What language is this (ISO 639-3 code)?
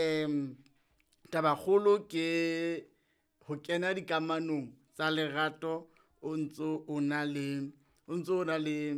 sot